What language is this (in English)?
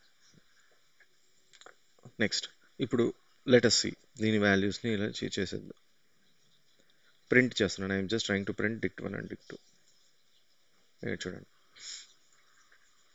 Telugu